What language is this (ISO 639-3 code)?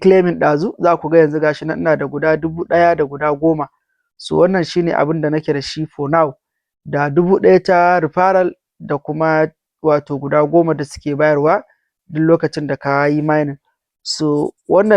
hau